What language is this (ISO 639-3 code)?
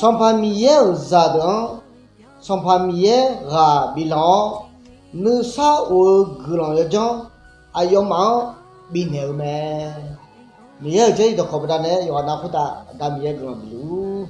ahk